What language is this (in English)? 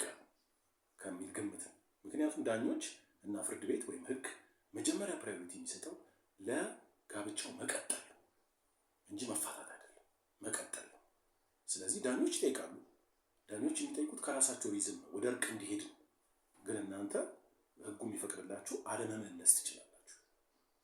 Amharic